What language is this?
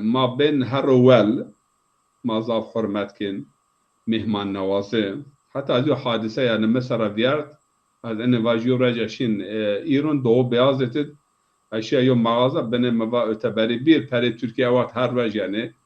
Zaza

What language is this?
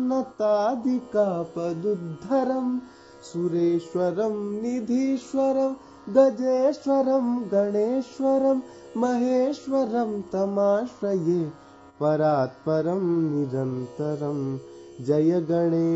Sanskrit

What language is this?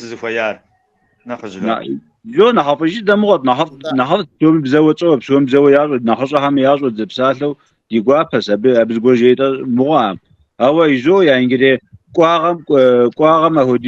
Kabardian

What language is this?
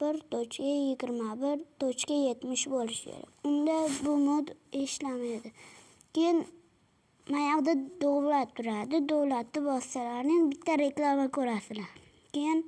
Uzbek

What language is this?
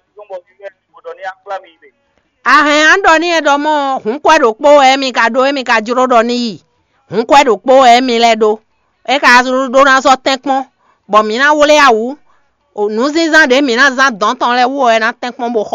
Fon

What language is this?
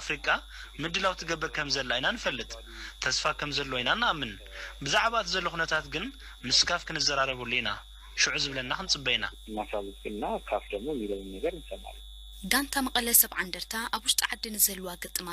Tigrinya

